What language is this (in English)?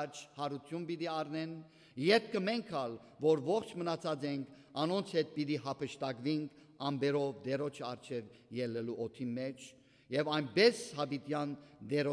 Western Armenian